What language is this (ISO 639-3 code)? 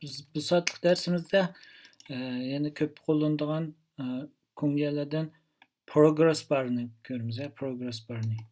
uig